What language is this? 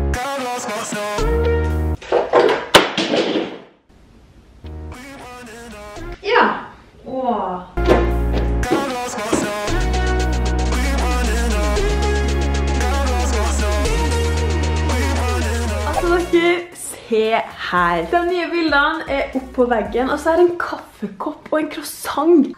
Norwegian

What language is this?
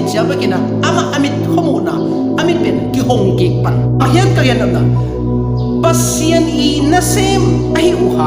Tedim Chin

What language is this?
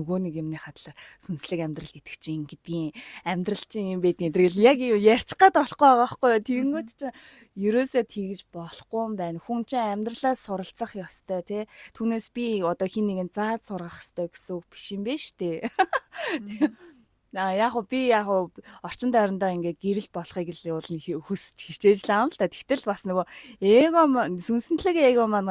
Mongolian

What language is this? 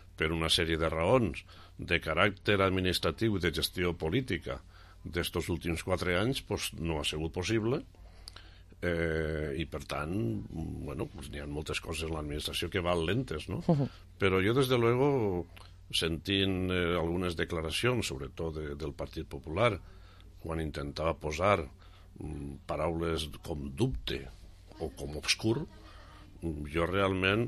Catalan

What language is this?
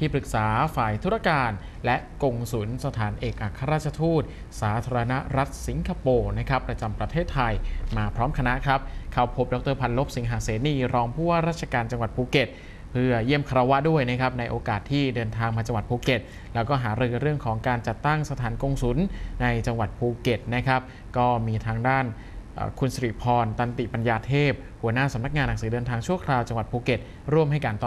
Thai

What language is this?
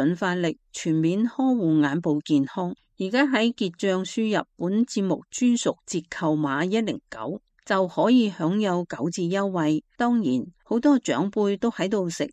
Cantonese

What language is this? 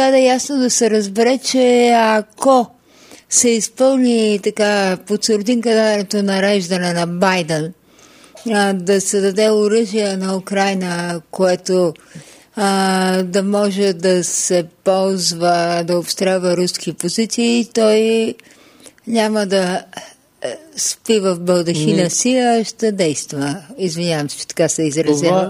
Bulgarian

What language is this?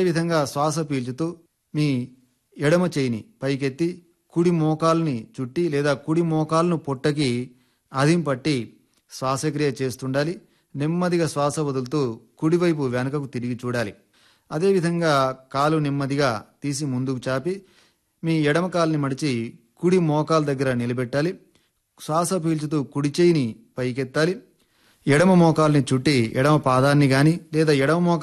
Telugu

